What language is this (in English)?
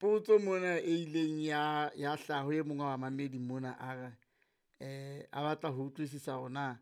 Southern Sotho